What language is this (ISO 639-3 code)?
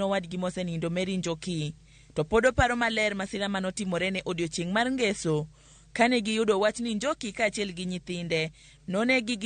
luo